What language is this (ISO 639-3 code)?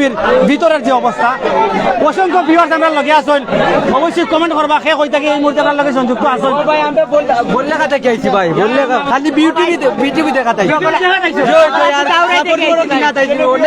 syl